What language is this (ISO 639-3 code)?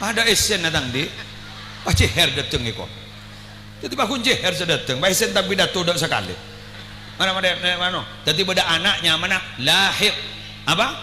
mad